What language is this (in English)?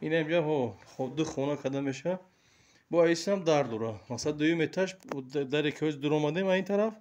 Tajik